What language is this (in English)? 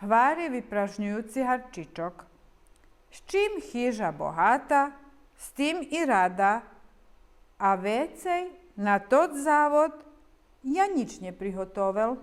Rusyn